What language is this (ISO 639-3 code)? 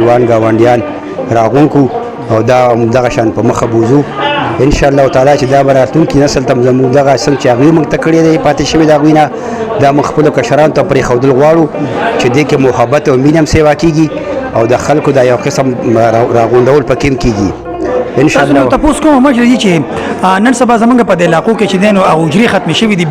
pus